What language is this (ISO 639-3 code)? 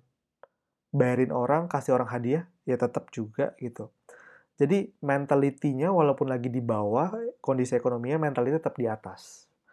ind